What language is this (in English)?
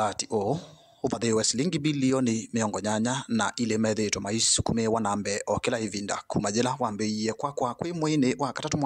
Kamba